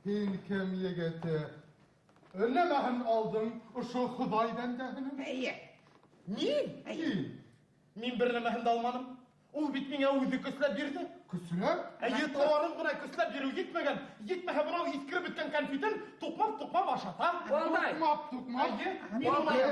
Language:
Bashkir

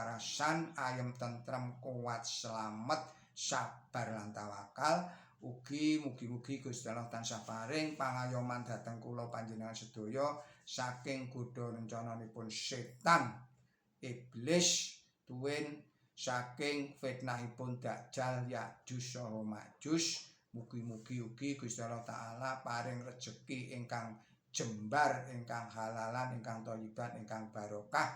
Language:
Javanese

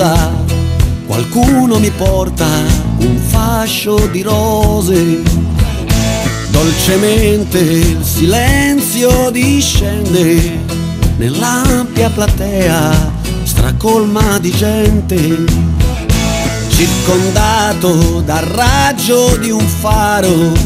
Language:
Italian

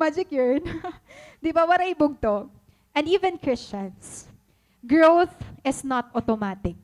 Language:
Waray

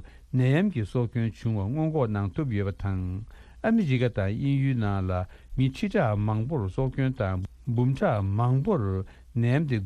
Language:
Tibetan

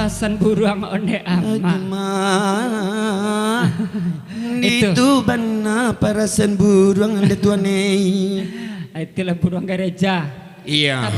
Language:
Minangkabau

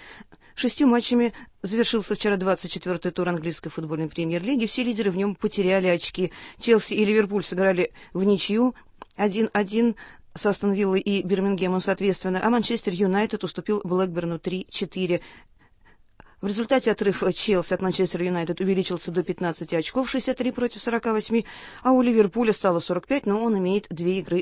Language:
Russian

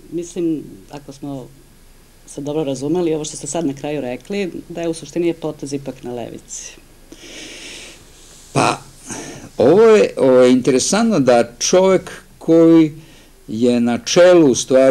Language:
Serbian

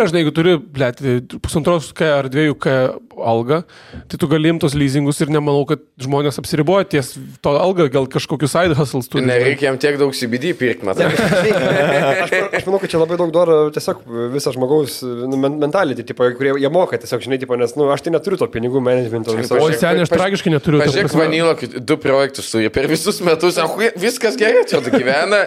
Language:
Lithuanian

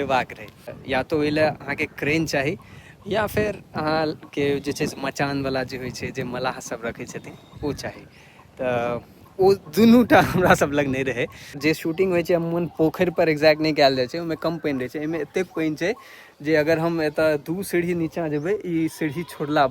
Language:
Maithili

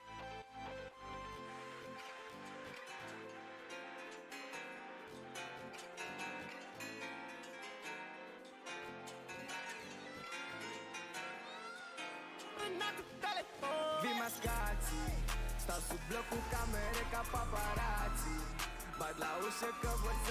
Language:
Romanian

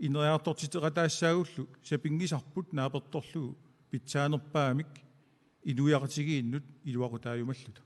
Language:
Kalaallisut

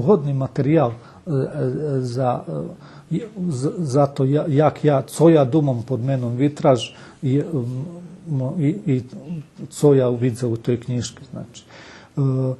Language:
Rusyn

